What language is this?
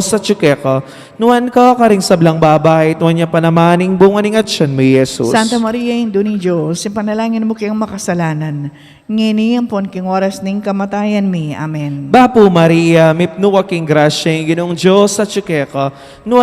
Pampanga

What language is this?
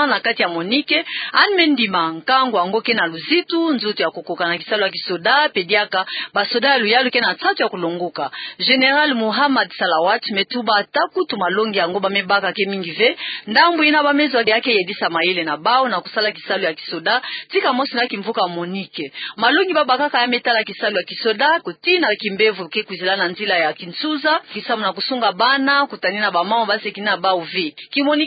Kituba (Democratic Republic of Congo)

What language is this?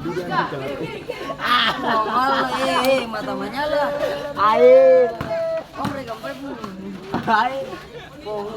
Ambonese Malay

